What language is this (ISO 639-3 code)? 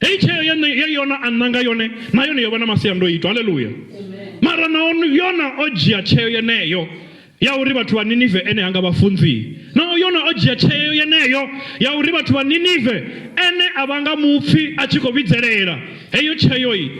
ven